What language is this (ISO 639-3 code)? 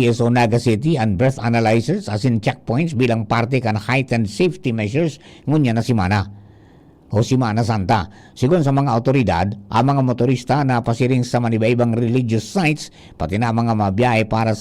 bik